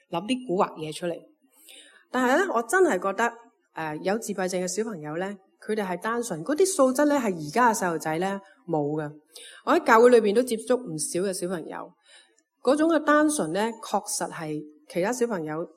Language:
Cantonese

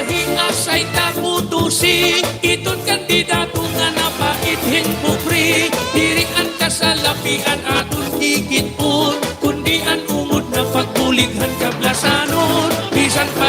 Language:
Waray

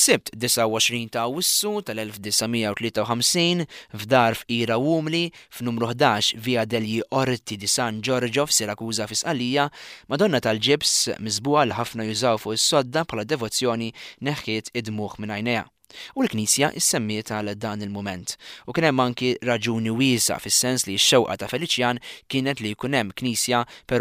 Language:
Maltese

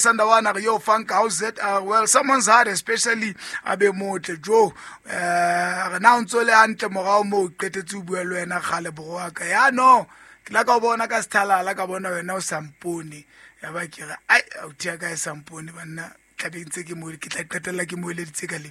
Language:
Southern Sotho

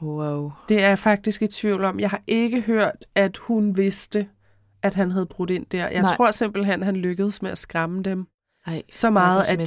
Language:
Danish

